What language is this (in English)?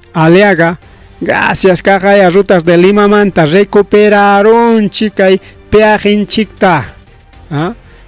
Ayacucho Quechua